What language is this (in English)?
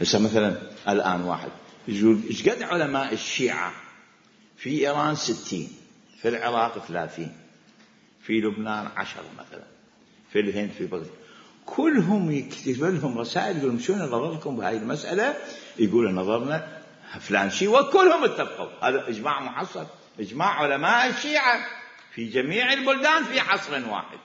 Mesopotamian Arabic